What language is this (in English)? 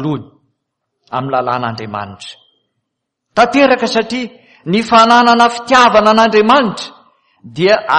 Malagasy